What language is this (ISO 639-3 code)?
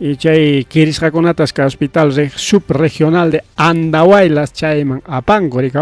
quy